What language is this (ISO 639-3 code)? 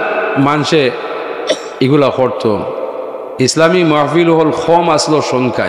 syl